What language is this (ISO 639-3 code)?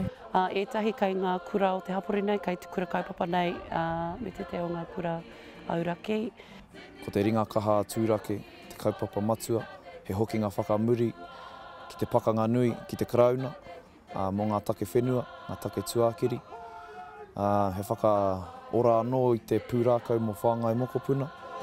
mri